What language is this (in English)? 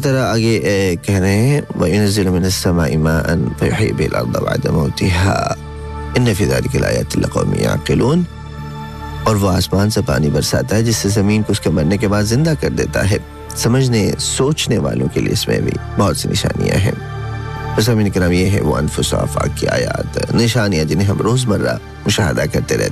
Urdu